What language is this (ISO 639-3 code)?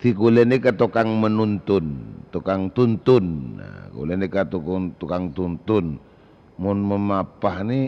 mad